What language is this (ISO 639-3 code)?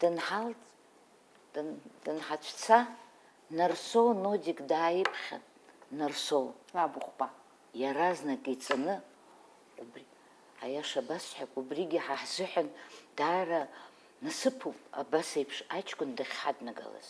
abk